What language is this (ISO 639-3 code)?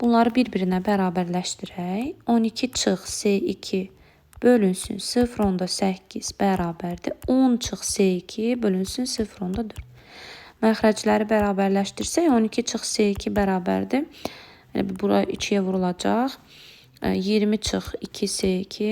aze